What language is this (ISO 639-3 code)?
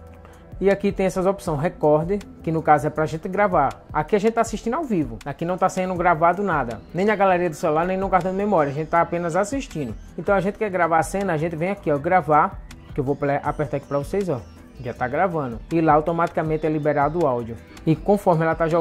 por